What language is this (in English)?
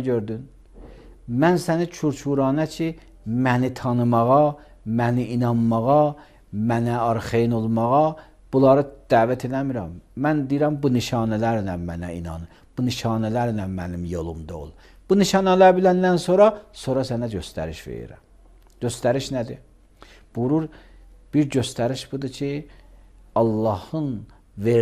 Azerbaijani